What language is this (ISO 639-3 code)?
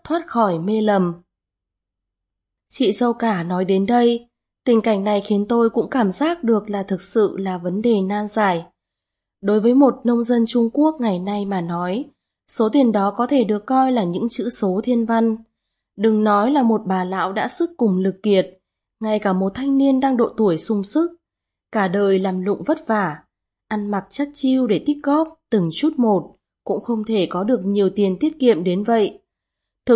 vie